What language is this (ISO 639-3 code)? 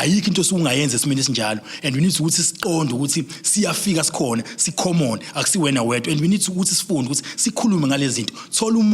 zul